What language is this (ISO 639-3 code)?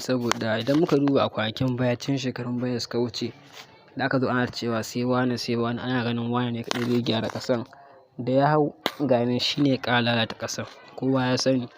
hau